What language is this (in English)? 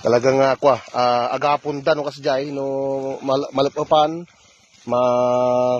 Iloko